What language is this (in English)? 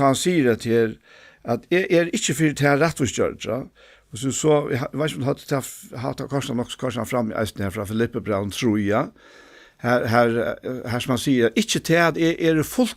Faroese